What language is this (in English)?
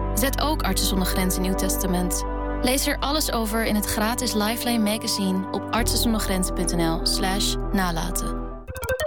Dutch